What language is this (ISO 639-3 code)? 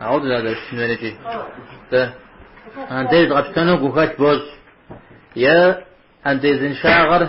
kbd